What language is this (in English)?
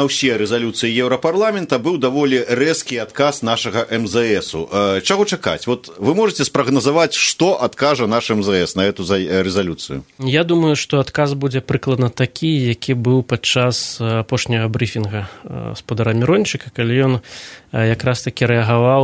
Belarusian